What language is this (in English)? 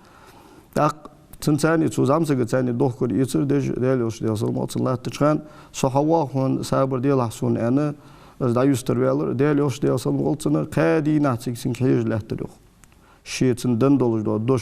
Ingush